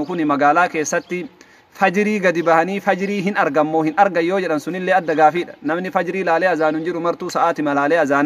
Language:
Oromo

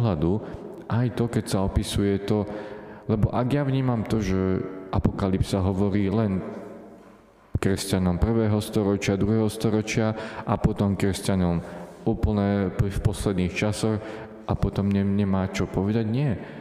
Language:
Slovak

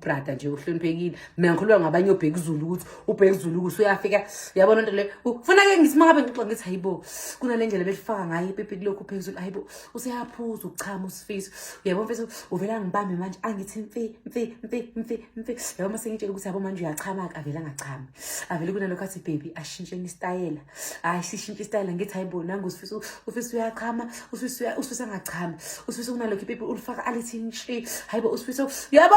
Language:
Zulu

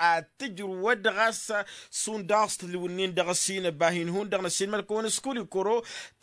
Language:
Tamasheq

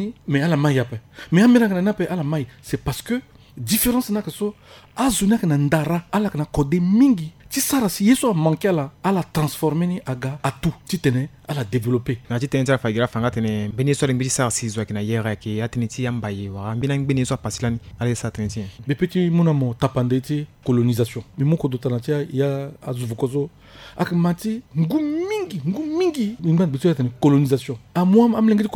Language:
Sango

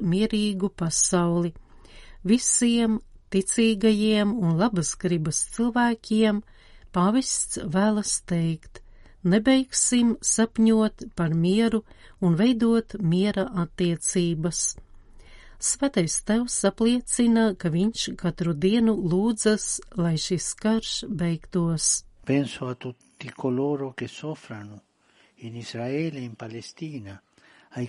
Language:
Latvian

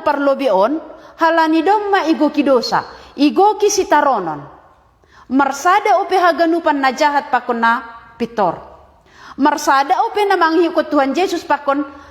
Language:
Batak Simalungun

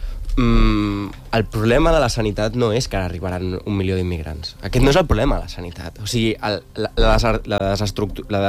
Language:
Catalan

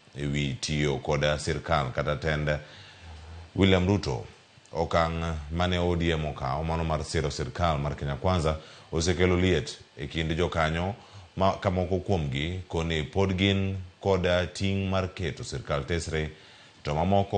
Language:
Luo (Kenya and Tanzania)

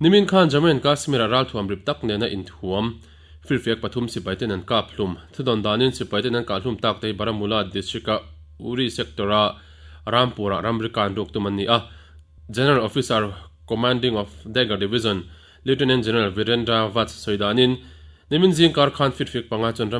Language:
Mizo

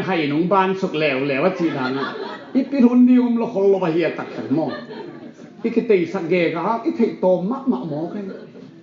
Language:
Tedim Chin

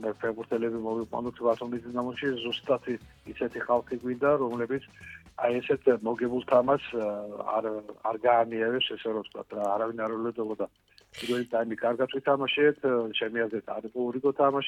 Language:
Georgian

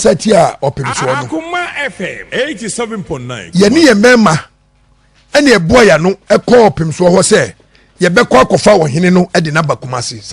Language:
Akan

